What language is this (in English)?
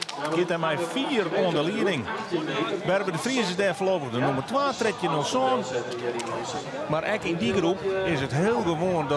Western Frisian